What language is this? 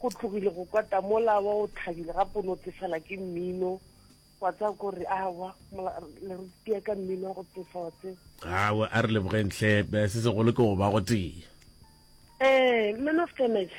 Northern Sotho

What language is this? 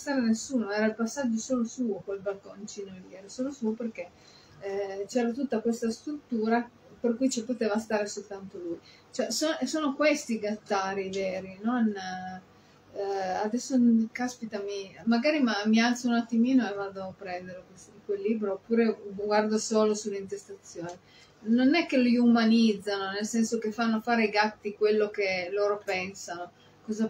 Italian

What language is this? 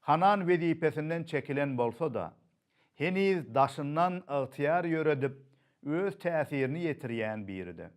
Turkmen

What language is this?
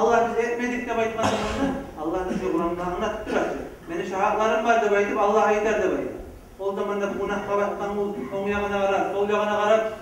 Kumyk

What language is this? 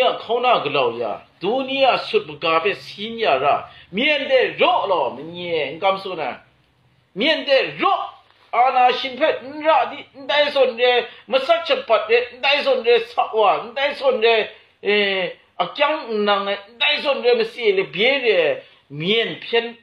Kachin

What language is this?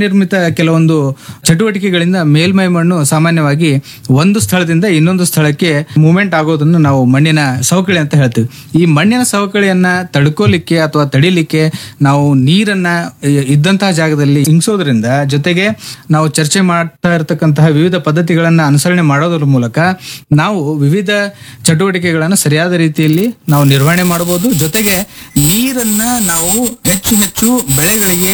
Kannada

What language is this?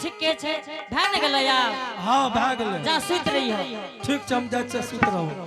Angika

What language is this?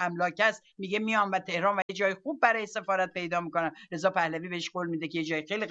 Persian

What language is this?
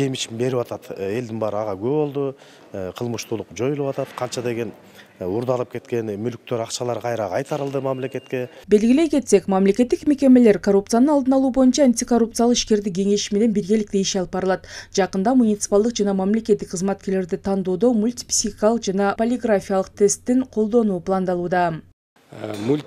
Kyrgyz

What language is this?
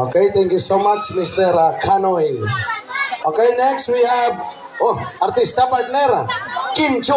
Hiligaynon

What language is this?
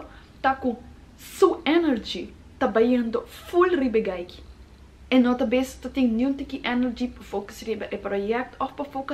Papiamento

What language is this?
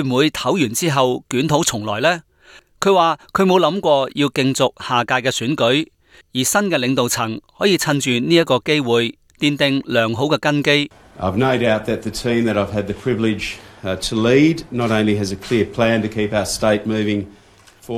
Cantonese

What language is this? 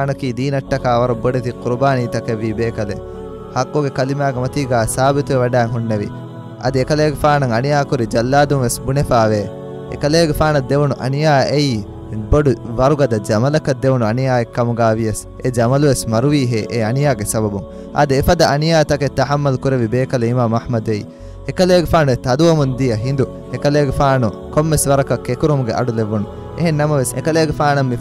Divehi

